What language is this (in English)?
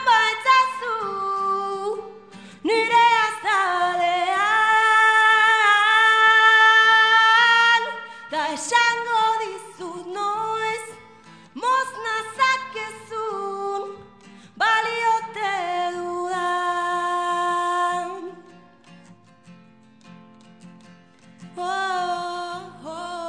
Basque